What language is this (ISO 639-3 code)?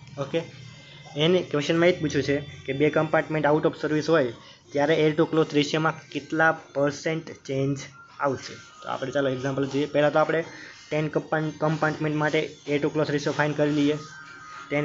guj